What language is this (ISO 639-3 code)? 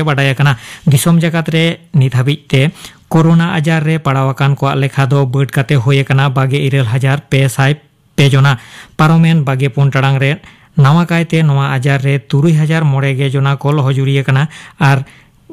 sat